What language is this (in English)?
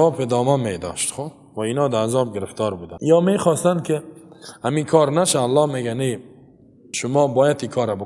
Persian